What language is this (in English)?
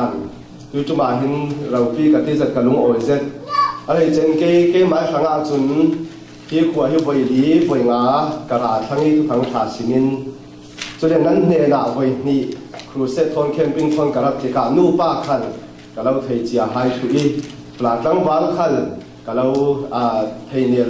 Falam Chin